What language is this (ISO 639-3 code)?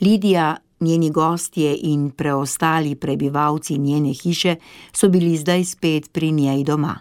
slv